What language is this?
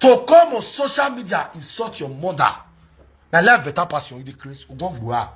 Nigerian Pidgin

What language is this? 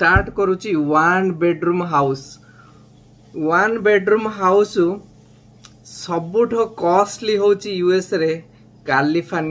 Odia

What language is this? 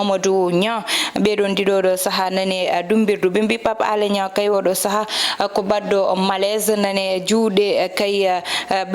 Fula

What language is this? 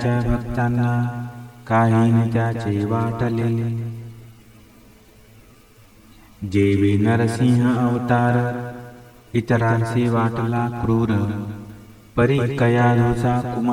Marathi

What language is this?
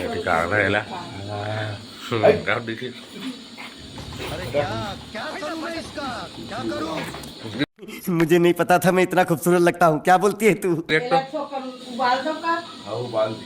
Chhattisgarhi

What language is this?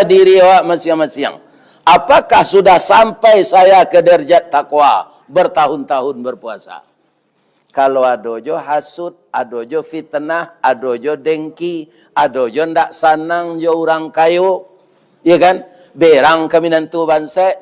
Minangkabau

